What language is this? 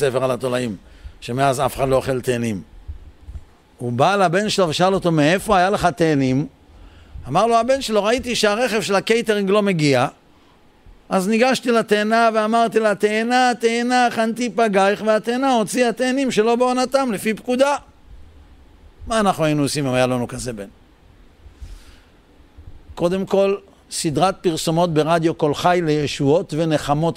Hebrew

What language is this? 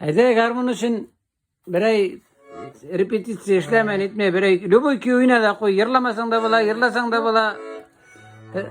Tatar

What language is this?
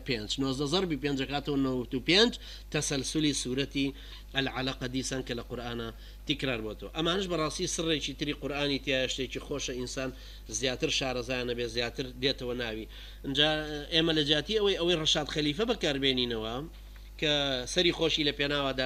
Central Kurdish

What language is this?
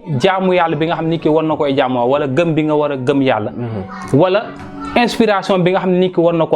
Wolof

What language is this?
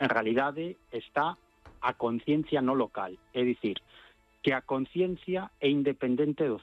Galician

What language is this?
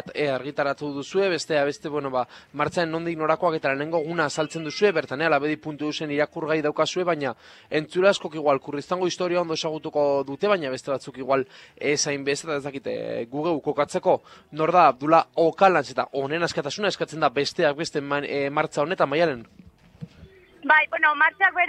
Basque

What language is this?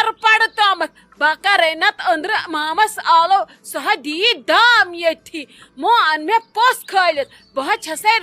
Kashmiri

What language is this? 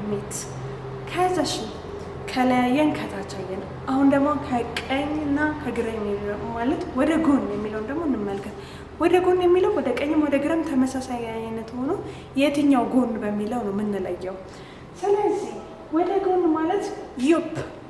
Amharic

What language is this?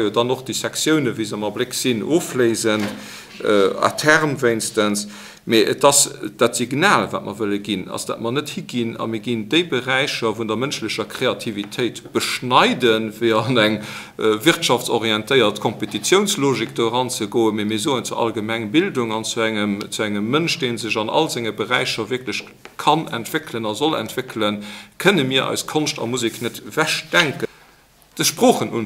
Luxembourgish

